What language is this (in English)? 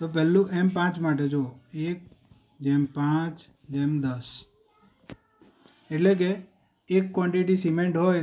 Gujarati